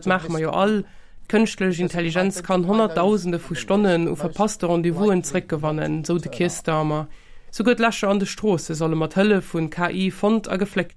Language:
Luxembourgish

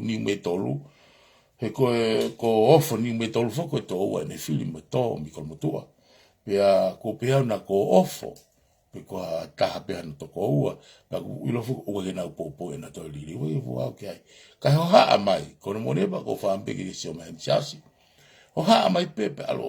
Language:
Tongan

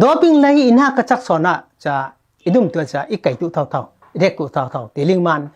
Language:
Falam Chin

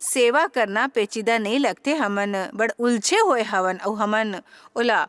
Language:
Chhattisgarhi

